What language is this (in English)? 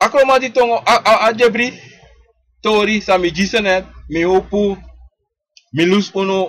Sranan Tongo